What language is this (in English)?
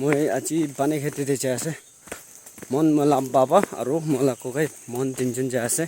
Naga Pidgin